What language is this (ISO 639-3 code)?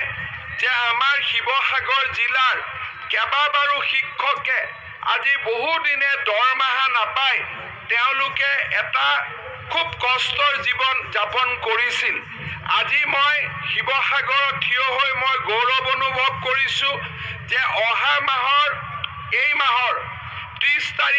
asm